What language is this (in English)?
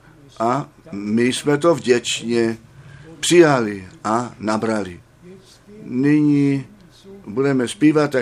Czech